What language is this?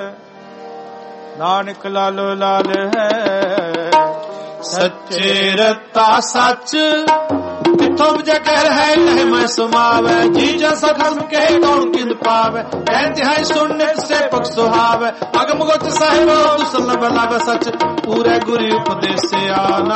Punjabi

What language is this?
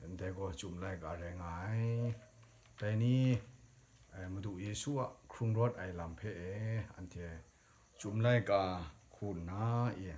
Kachin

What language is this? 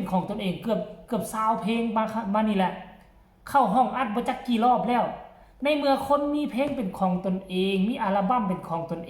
Northeastern Thai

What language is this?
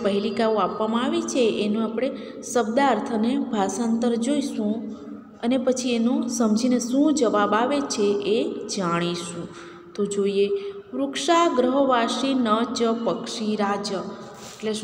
Gujarati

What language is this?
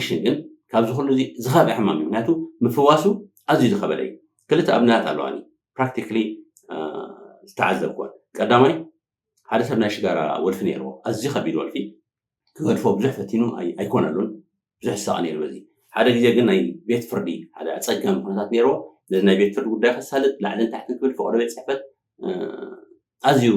Tigrinya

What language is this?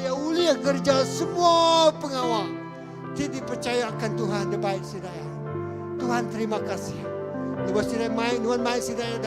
Iban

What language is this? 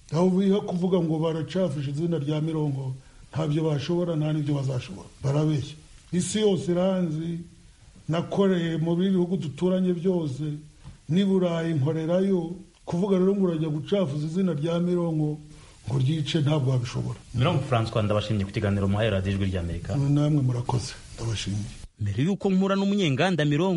Kinyarwanda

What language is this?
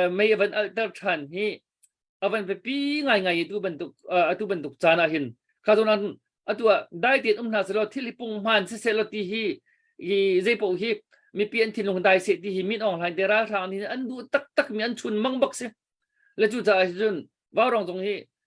Hakha Chin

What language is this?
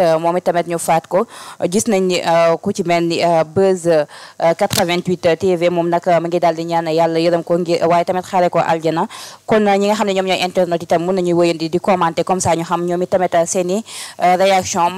Wolof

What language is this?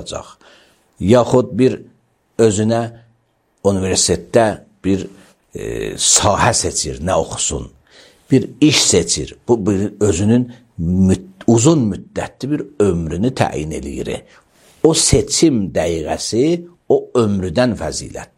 Azerbaijani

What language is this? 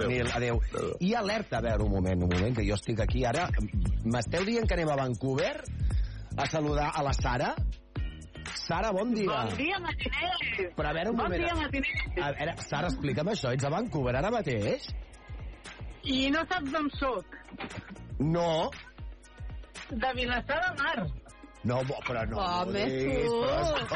Catalan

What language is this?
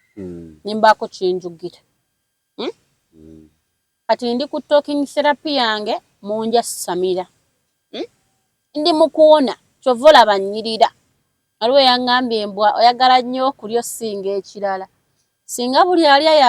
Ganda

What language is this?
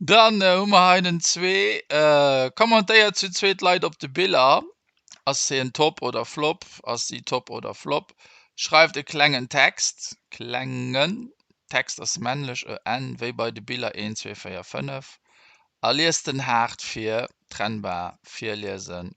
Luxembourgish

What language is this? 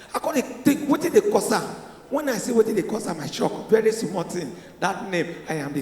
Nigerian Pidgin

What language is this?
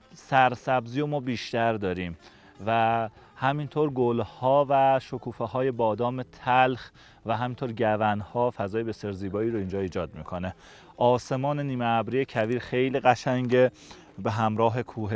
Persian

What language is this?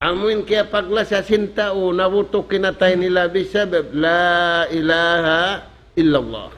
Tausug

